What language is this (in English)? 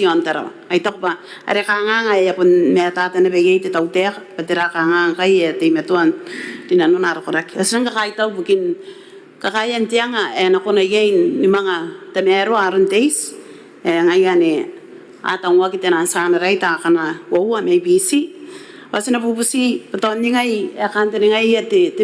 Gilbertese